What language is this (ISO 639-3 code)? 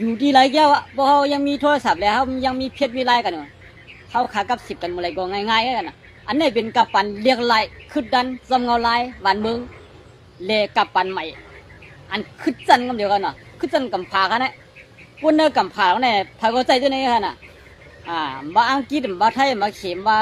shn